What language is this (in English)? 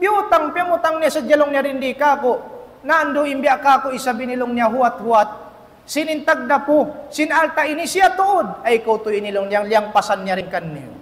Tausug